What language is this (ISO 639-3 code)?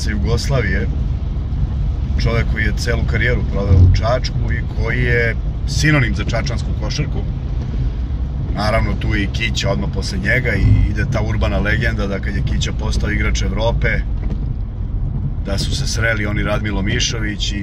srp